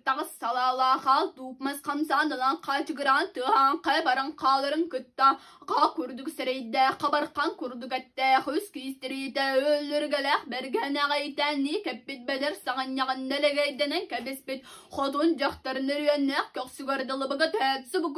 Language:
Yakut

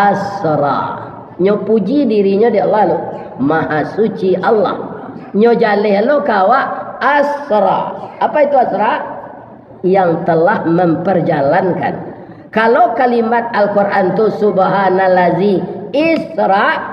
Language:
Minangkabau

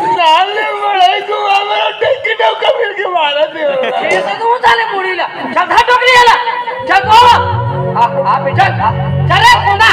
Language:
Chhattisgarhi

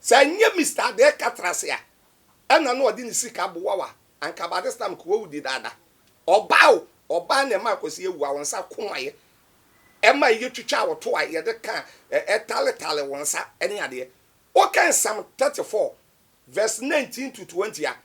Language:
Akan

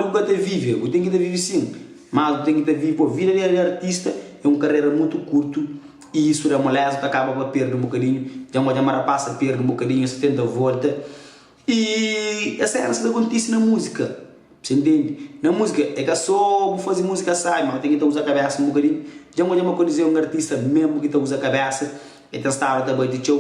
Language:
Kabuverdianu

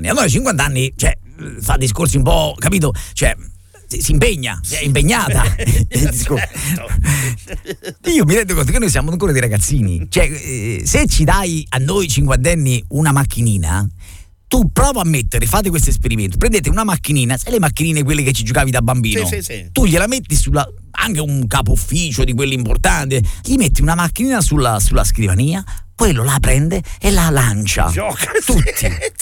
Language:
Italian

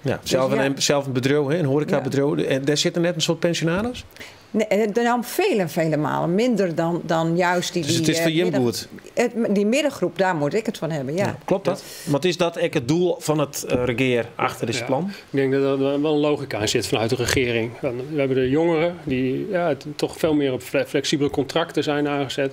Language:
Western Frisian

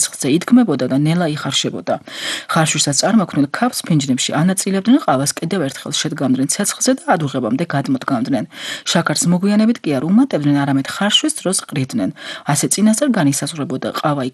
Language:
Georgian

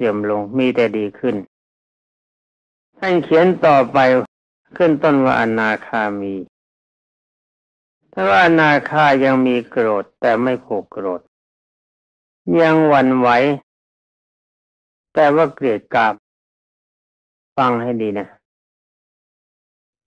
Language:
Thai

